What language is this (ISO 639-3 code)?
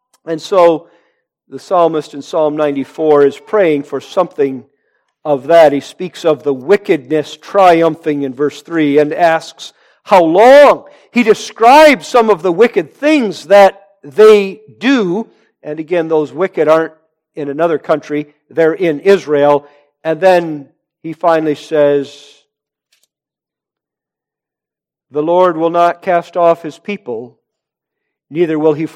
eng